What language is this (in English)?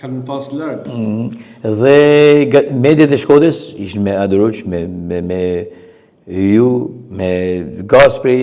Albanian